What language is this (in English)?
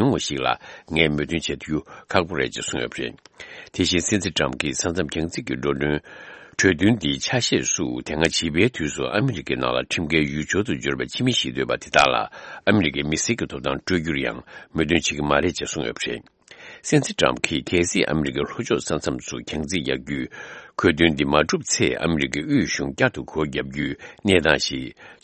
Tibetan